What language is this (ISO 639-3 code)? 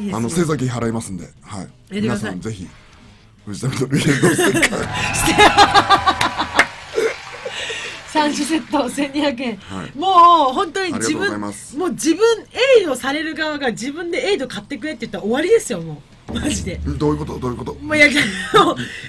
jpn